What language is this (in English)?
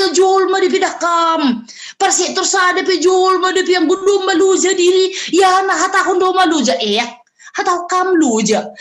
Batak Simalungun